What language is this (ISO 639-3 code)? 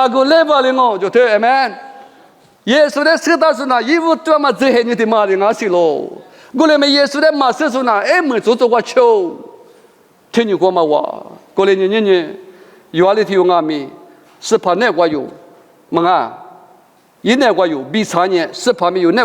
lis